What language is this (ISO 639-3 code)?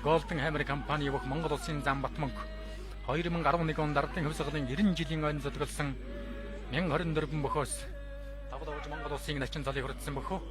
mon